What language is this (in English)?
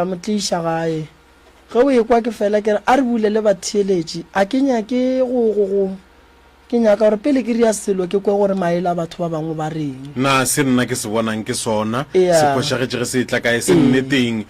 Northern Sotho